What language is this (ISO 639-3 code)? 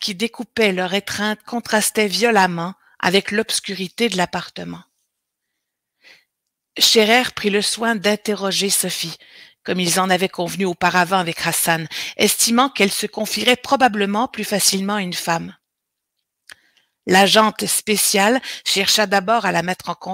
fra